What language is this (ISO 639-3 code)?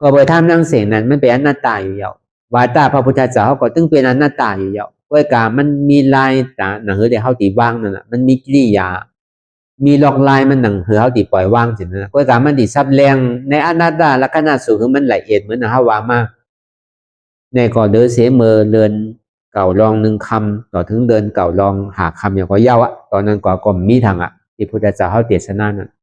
shn